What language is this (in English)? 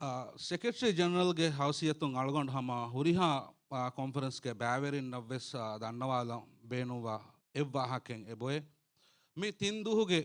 Divehi